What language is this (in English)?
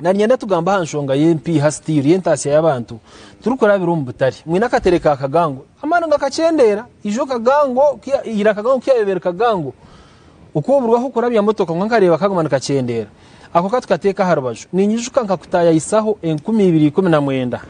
Nyankole